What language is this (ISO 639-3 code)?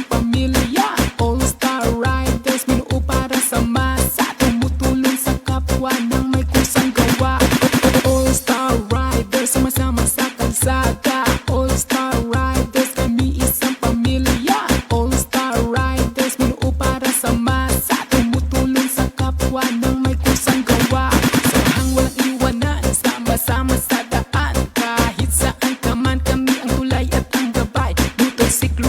hil